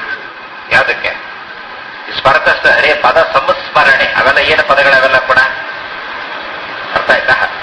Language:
Kannada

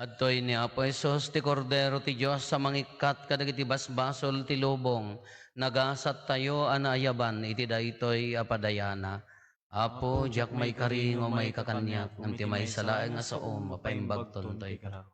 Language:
Iloko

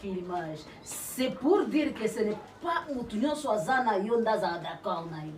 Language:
Lingala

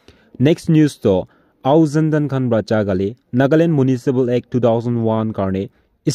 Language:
Naga Pidgin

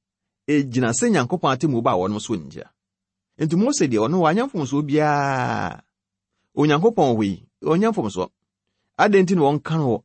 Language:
Akan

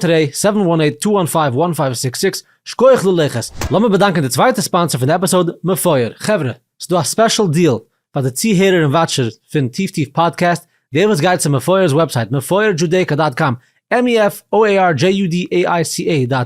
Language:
Yiddish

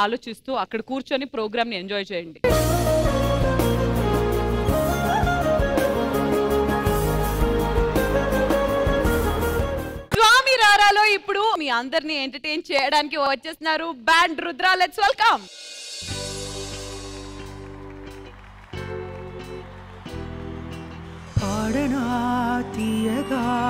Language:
Telugu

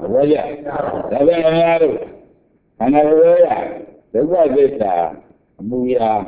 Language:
Burmese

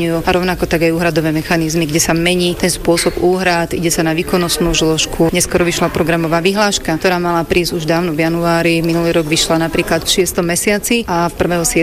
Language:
Slovak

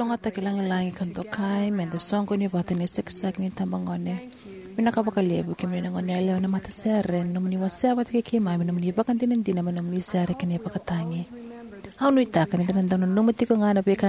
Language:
Fijian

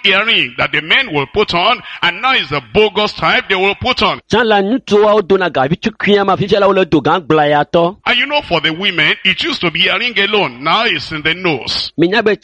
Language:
Ewe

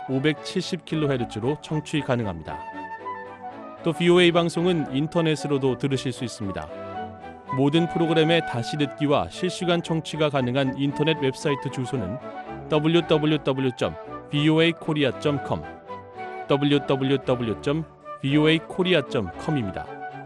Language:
Korean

